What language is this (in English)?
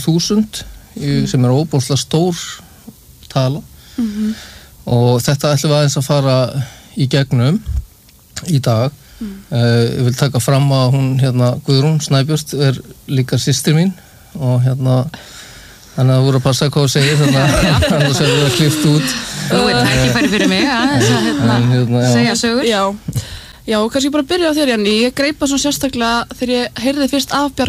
Icelandic